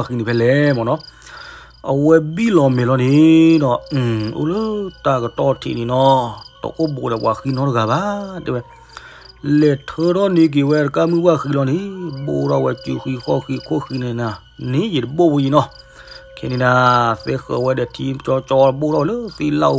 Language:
S'gaw Karen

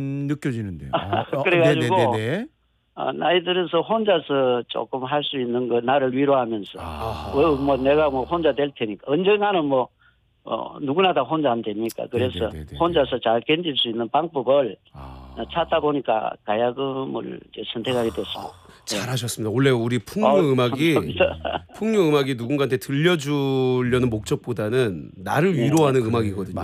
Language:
Korean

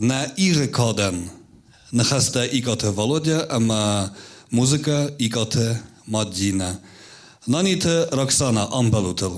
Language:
Ossetic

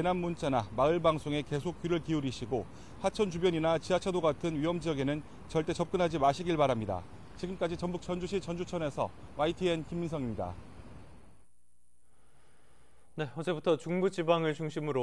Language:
Korean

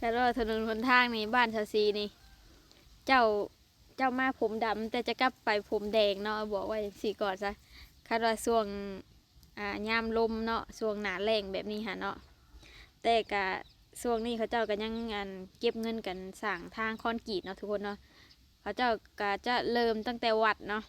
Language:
Lao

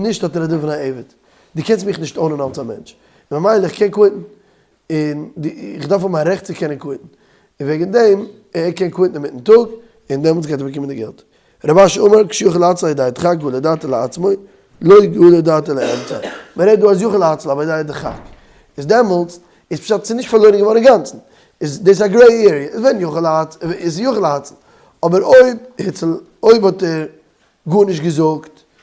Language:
Yiddish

